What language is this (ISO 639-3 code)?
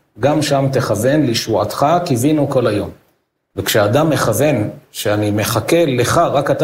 heb